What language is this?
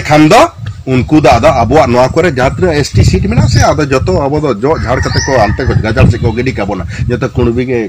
Santali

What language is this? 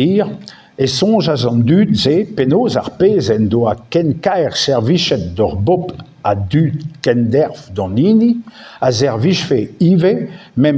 Breton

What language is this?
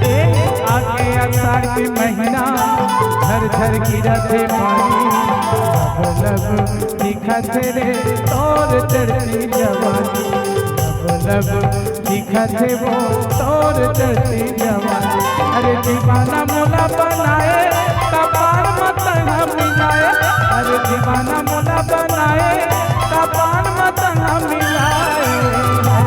Chhattisgarhi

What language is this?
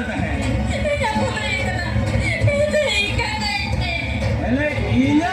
Santali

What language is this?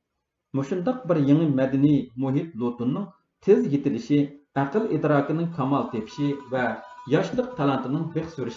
Uyghur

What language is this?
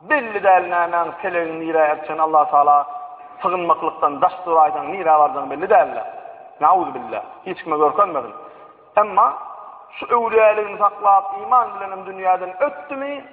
Turkmen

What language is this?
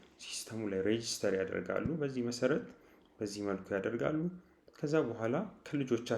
Amharic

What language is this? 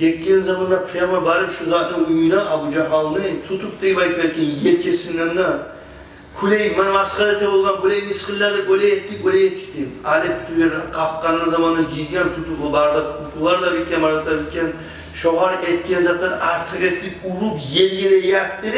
Kumyk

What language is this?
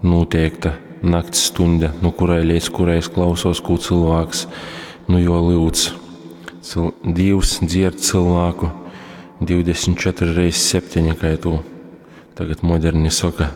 Latgalian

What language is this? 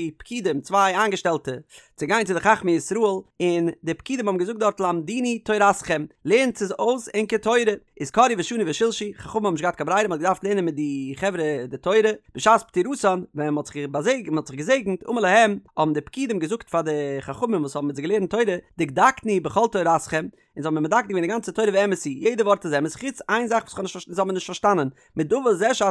Yiddish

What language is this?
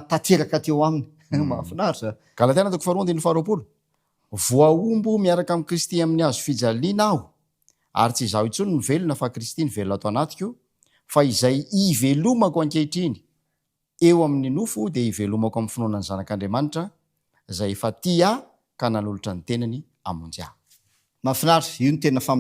Malagasy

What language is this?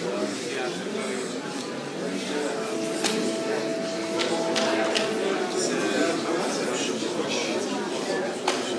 Russian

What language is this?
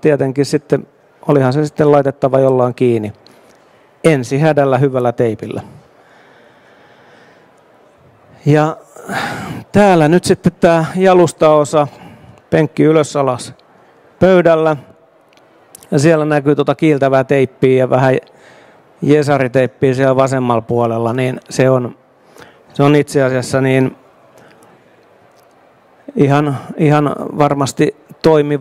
Finnish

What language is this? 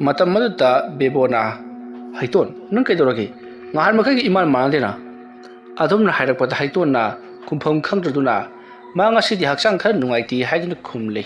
Manipuri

